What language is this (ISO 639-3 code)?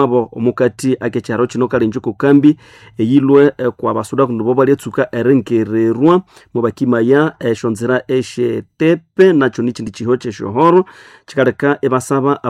nnb